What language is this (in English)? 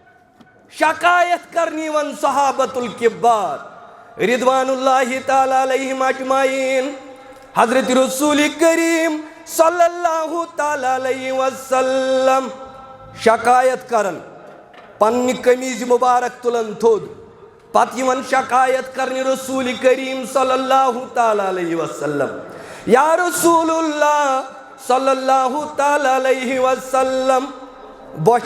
Kashmiri